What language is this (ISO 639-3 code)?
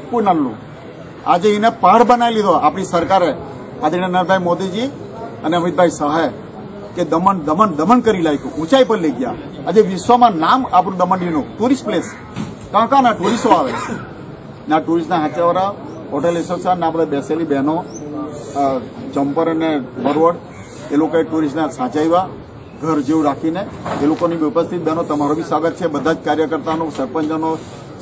guj